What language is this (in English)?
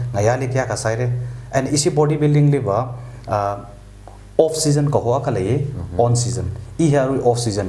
Tangkhul Naga (India)